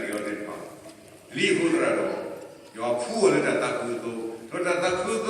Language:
S'gaw Karen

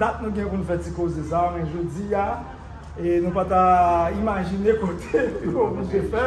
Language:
Haitian Creole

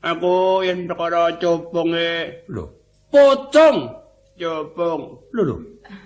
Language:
Javanese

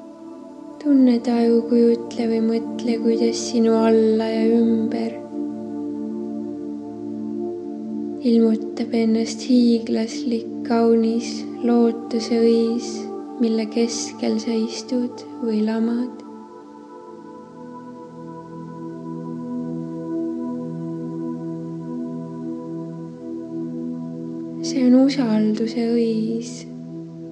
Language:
Estonian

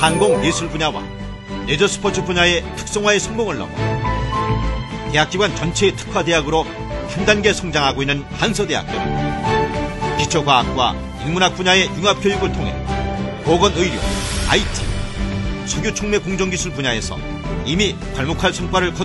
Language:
Korean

